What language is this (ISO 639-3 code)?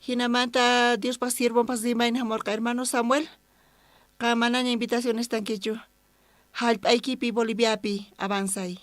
quh